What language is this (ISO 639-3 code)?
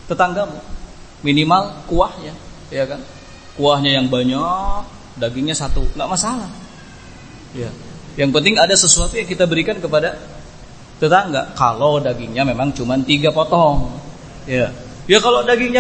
ind